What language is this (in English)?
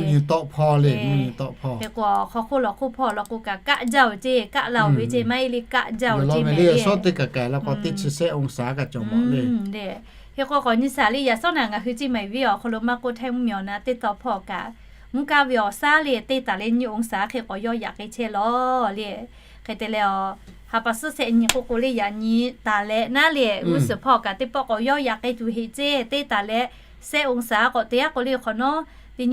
Lahu